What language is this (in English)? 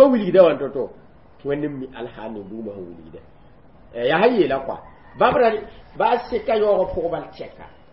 Mossi